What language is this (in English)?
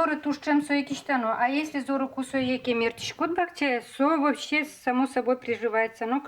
Udmurt